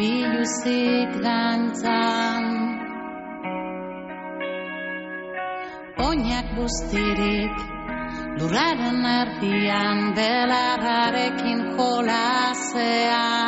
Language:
Basque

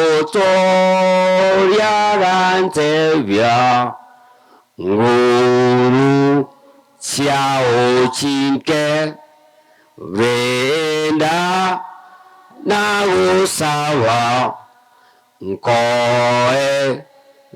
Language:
Gusii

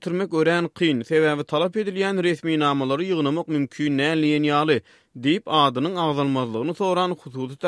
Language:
Turkmen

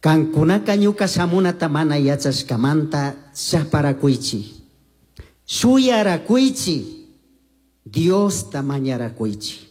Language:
Chimborazo Highland Quichua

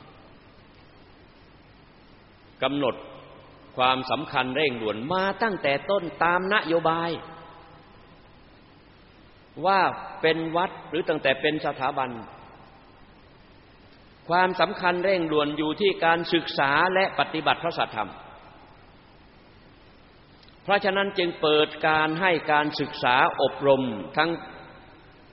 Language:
Thai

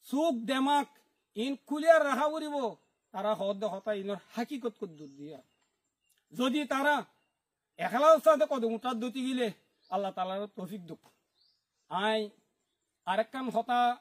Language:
Rohingya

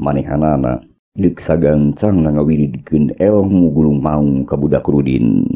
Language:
Sundanese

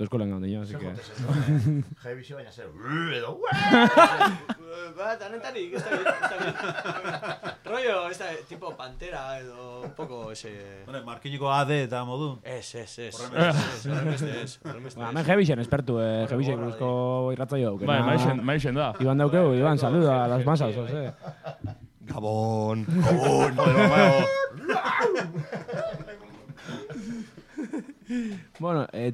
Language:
Basque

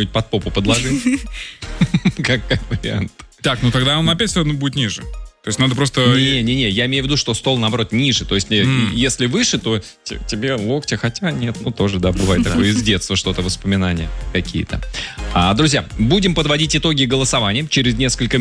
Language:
Russian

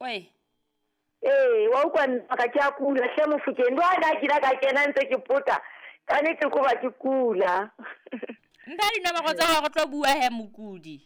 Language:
Southern Sotho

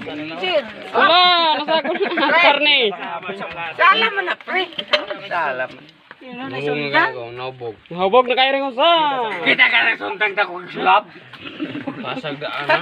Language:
Cebuano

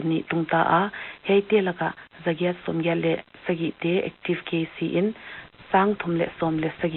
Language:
Paite Chin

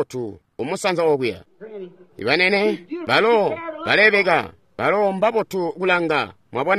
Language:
Tonga (Zambia)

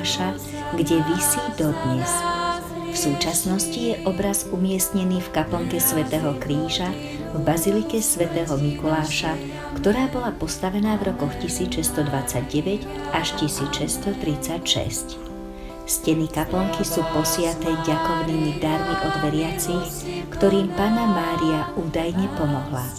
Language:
Slovak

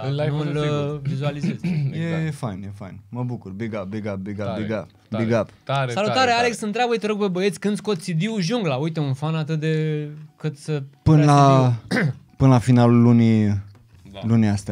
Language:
Romanian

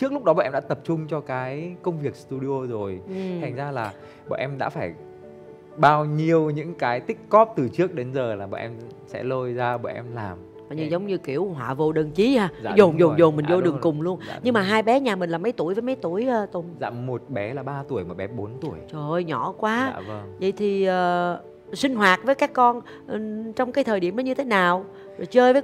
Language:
Vietnamese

